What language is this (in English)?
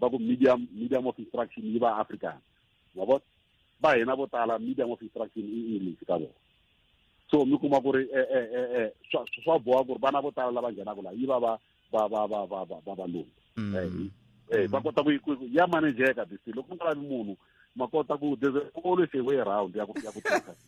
Tsonga